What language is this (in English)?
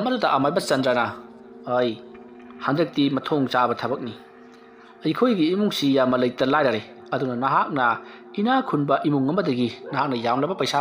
Manipuri